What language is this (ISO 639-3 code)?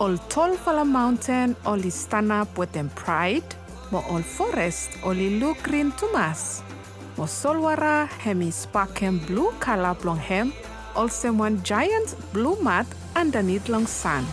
bis